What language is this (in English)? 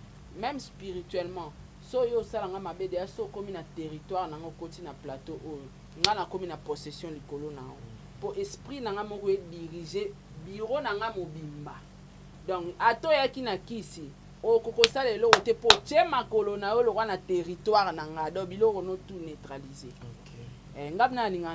Lingala